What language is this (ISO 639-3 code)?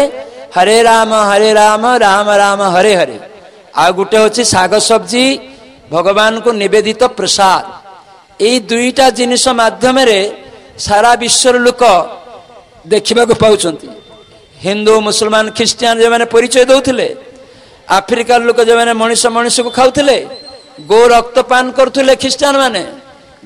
ori